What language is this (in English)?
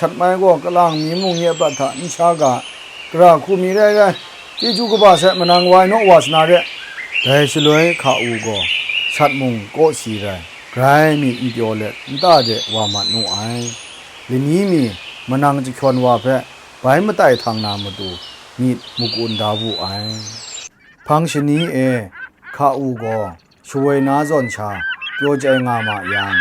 Kachin